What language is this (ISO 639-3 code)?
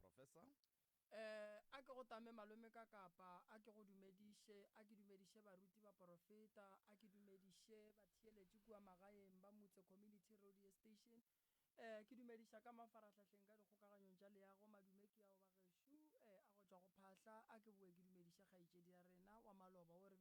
nso